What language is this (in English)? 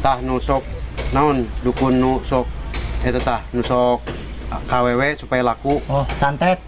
Sundanese